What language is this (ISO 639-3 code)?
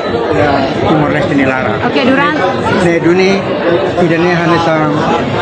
tet